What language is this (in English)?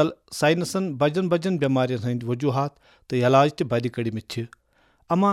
Kashmiri